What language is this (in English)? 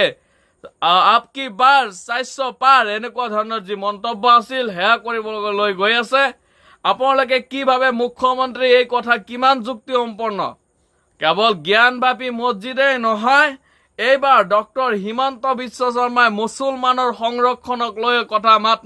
Assamese